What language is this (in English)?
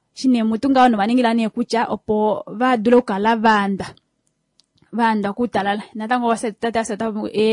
Kuanyama